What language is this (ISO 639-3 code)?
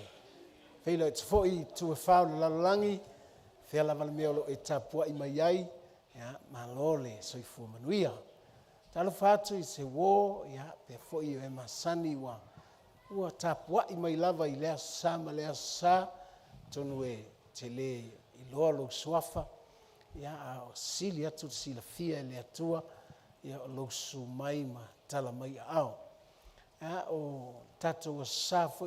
smo